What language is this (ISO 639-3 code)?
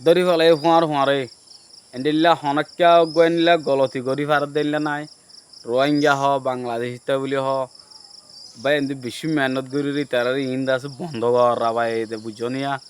rhg